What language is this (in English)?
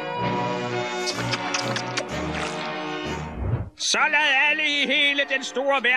Danish